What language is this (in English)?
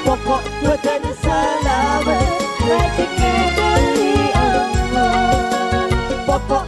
Madurese